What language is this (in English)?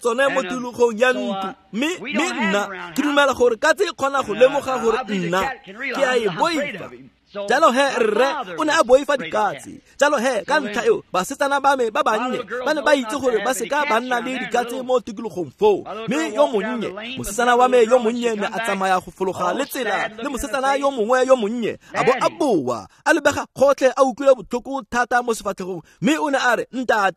Tswana